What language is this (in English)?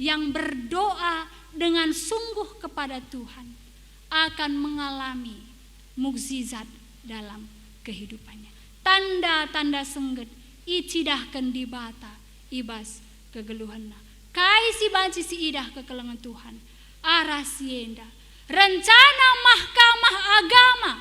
Batak Karo